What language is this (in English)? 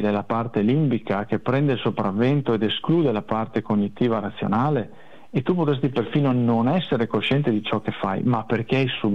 Italian